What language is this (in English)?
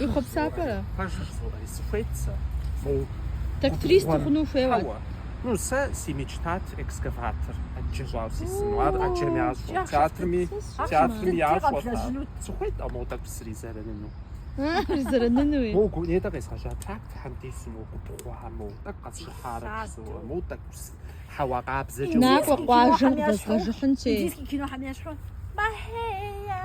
Kabardian